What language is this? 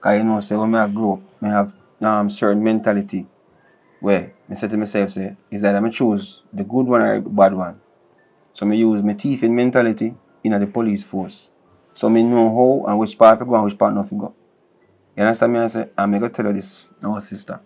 Jamaican Creole English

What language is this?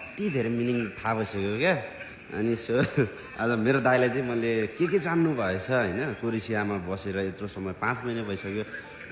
Nepali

